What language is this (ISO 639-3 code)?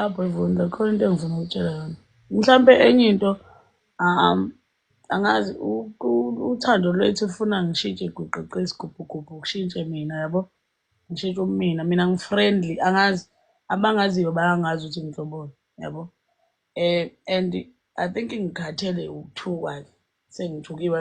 zul